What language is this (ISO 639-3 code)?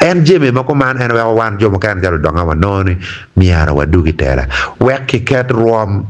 ach